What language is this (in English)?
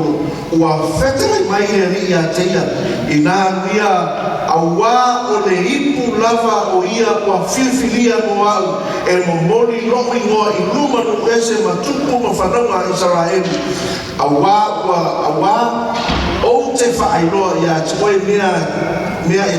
Samoan